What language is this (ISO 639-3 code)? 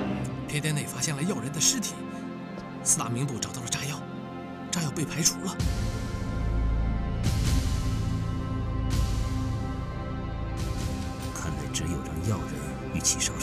zho